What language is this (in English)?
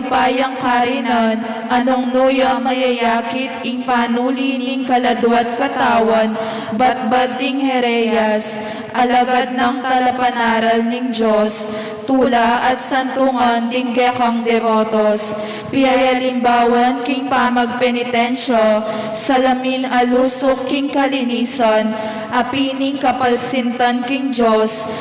Pampanga